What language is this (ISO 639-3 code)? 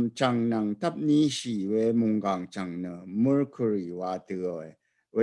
raw